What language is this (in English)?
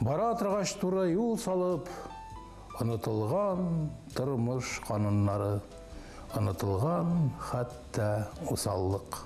Tatar